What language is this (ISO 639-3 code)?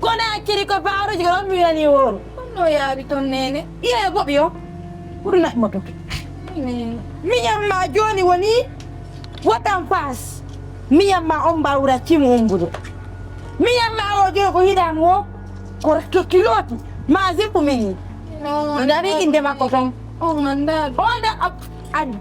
ful